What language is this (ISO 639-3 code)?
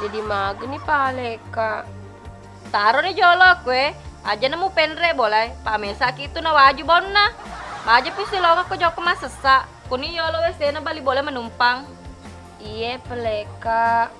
bug